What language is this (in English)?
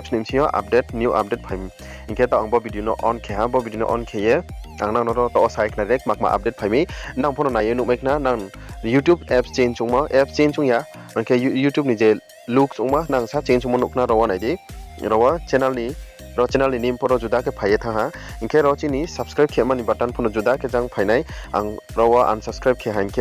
Riang (India)